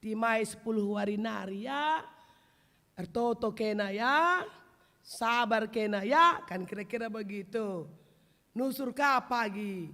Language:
Batak Karo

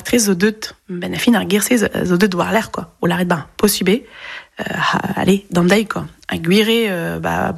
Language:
Breton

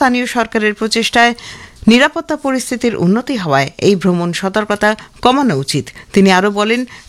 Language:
Bangla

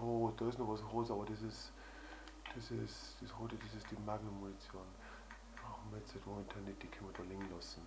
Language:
Bavarian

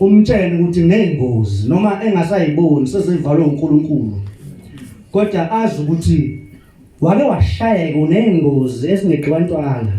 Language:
Zulu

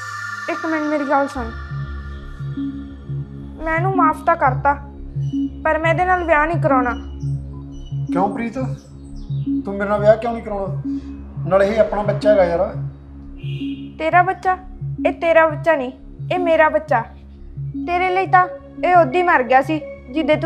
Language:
Punjabi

